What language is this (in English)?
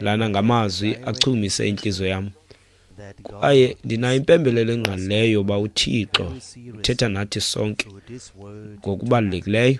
Xhosa